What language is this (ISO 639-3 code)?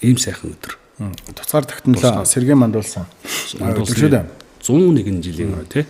mon